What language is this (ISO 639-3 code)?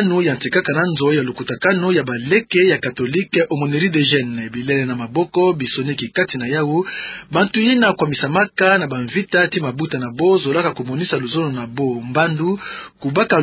ktu